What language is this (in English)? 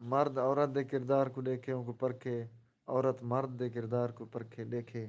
Saraiki